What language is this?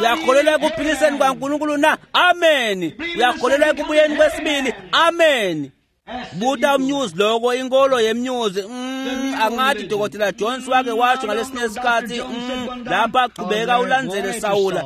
Swati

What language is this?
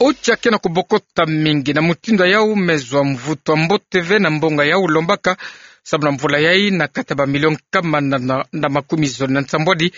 Kituba (Democratic Republic of Congo)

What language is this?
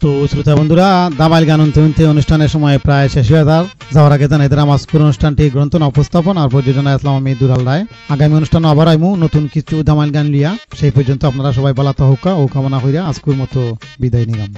Sylheti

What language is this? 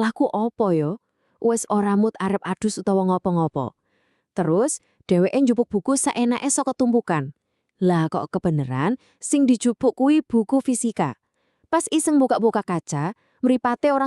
Javanese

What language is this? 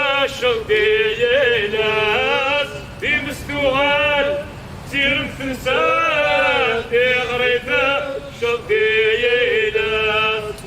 Kabyle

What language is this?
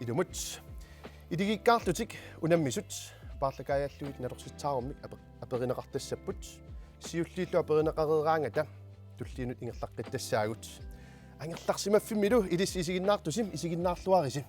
Kalaallisut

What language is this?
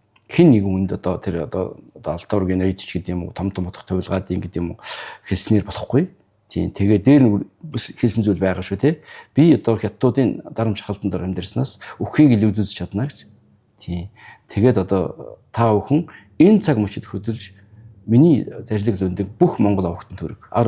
Mongolian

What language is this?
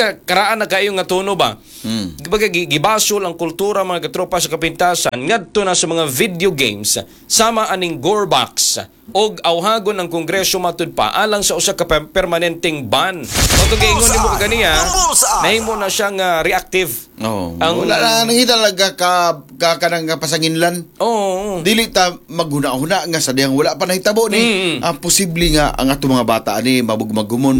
Cebuano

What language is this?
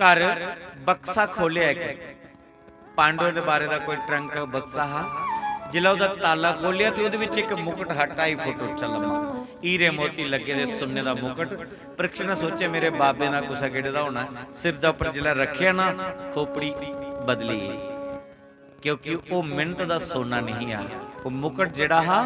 Dogri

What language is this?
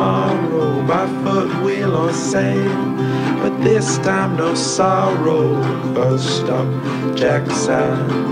English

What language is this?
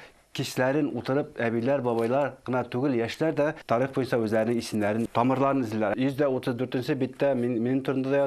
Bashkir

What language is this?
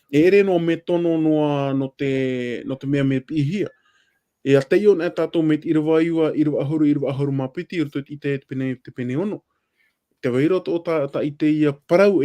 Tahitian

